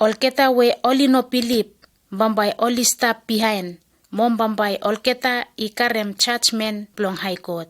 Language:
Bislama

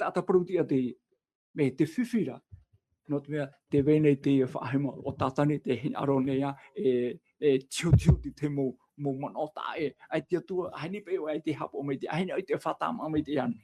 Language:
Tahitian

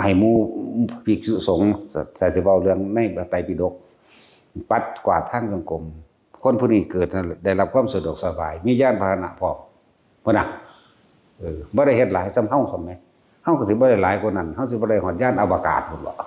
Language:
Lao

